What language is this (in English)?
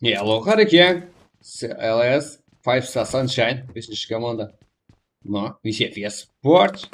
Kara-Kalpak